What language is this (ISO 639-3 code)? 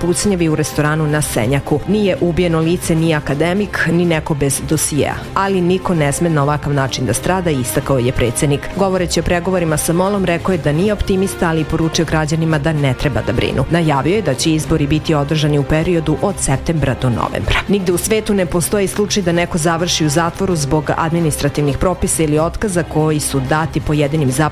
srp